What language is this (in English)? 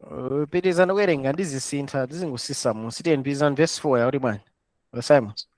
Nyanja